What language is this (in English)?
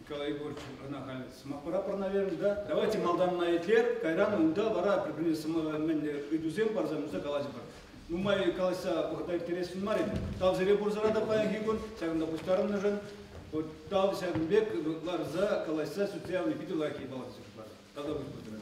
Chuvash